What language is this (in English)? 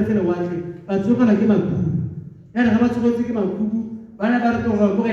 Tswana